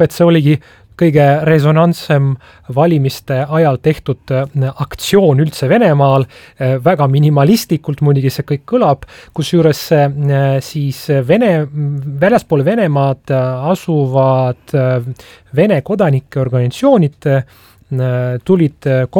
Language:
Estonian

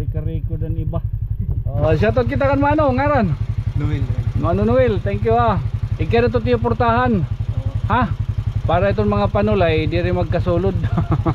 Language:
Waray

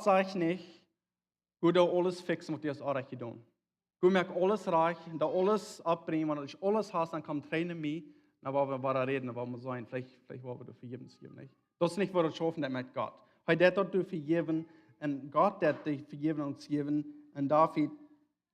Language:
Plautdietsch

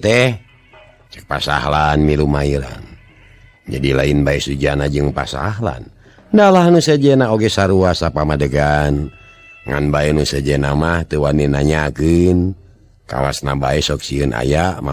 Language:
Sundanese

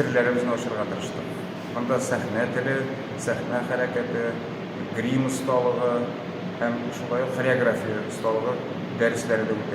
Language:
Tatar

